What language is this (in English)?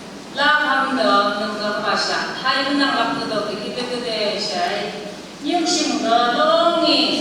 Phom Naga